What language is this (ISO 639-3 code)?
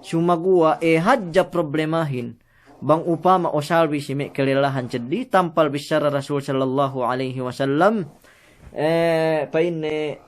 yka